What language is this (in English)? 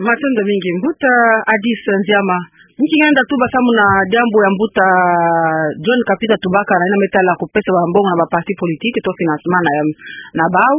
Kituba (Democratic Republic of Congo)